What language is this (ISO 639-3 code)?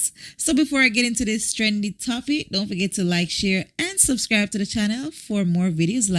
jam